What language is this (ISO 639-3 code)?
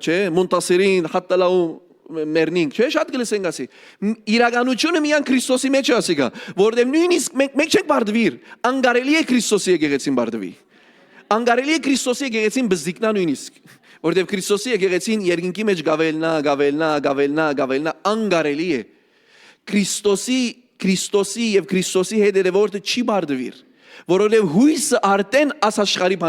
hyw